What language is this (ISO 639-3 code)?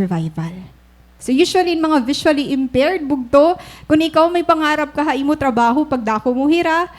war